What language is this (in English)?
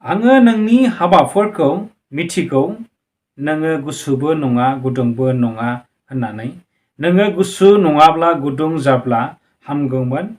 Bodo